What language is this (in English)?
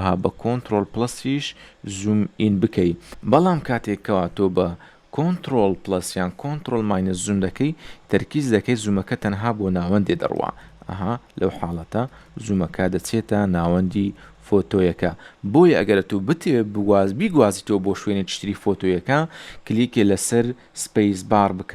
Central Kurdish